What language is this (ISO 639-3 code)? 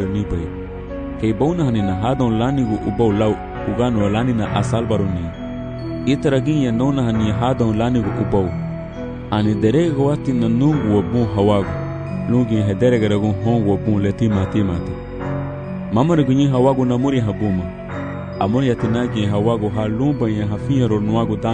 cab